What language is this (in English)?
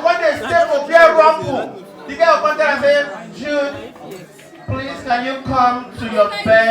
Nigerian Pidgin